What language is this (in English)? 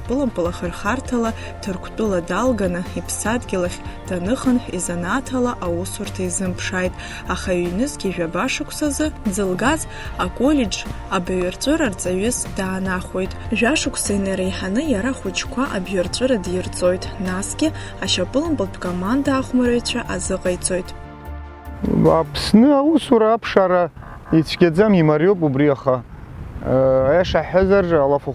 Abkhazian